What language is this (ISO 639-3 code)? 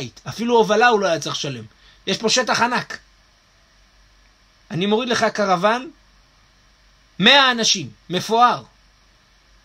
heb